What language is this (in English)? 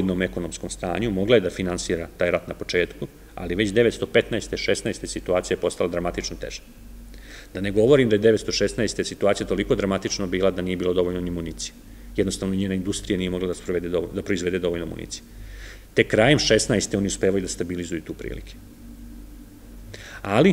Serbian